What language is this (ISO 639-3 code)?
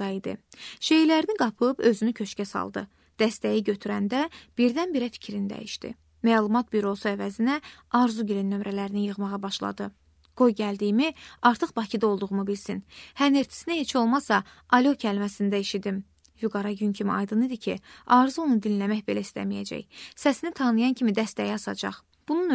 aze